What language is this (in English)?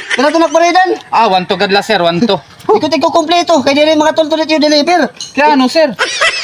Waray